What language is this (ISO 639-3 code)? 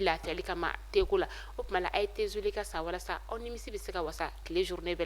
bam